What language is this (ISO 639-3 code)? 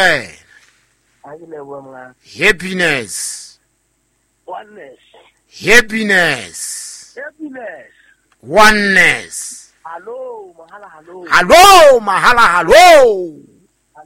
sot